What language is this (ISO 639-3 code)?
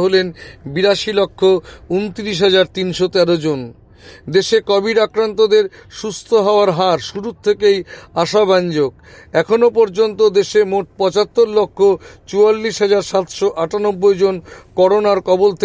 ben